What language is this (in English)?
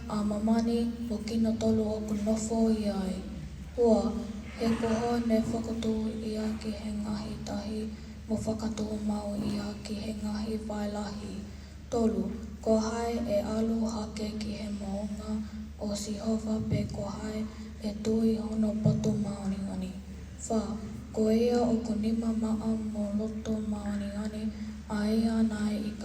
Tongan